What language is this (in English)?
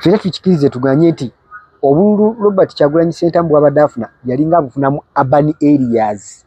Ganda